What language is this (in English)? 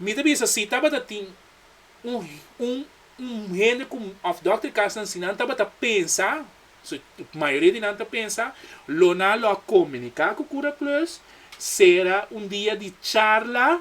Papiamento